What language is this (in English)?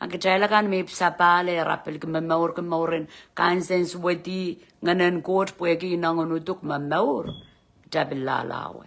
Pohnpeian